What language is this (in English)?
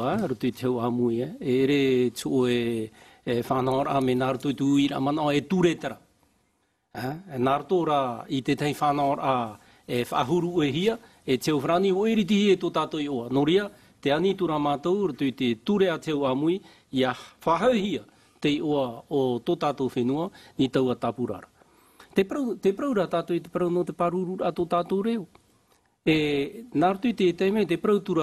Tahitian